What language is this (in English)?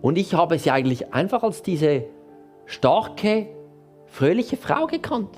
Swiss German